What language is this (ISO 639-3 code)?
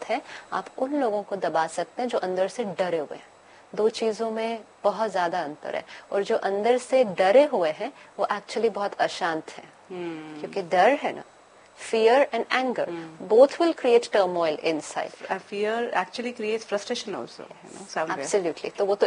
hin